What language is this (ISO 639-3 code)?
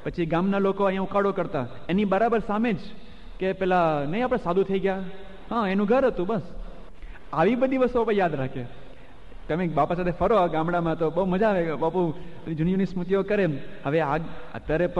guj